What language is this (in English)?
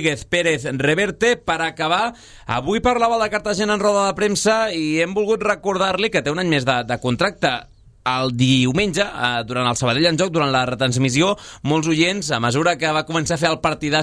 Catalan